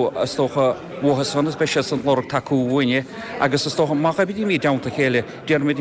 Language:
Irish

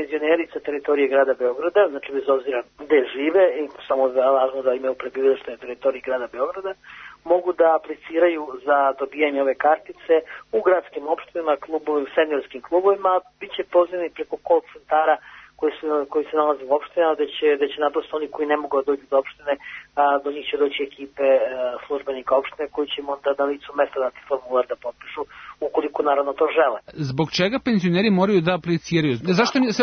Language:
Serbian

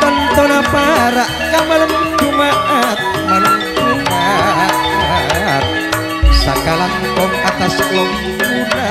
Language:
Madurese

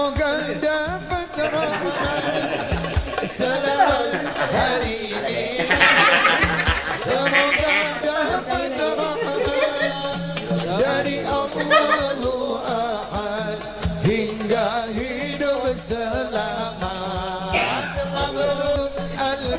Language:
Malay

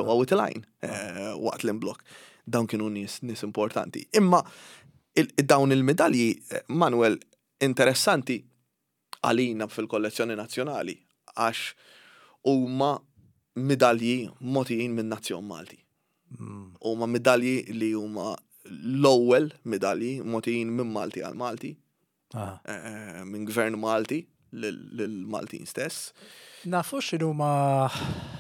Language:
Maltese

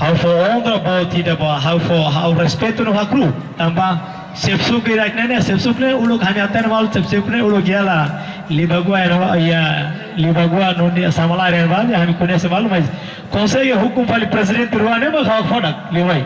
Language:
Tetum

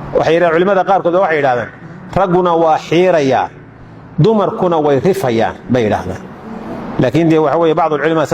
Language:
Somali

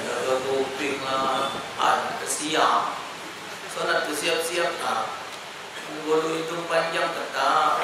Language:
Musi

